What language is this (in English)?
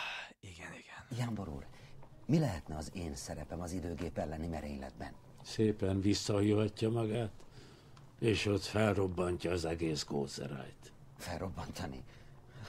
Hungarian